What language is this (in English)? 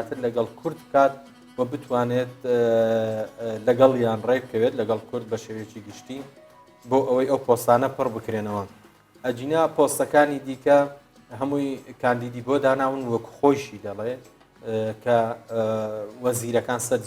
Central Kurdish